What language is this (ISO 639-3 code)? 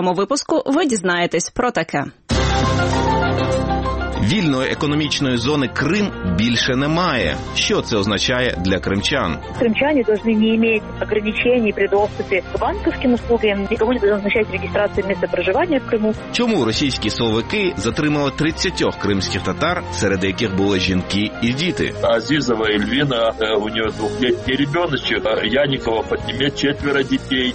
ukr